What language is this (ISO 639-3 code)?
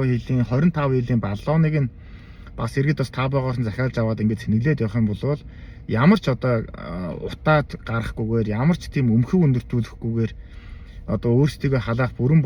mon